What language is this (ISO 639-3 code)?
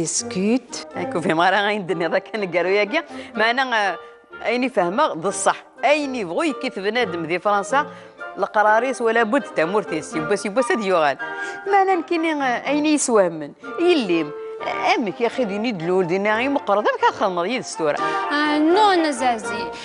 kab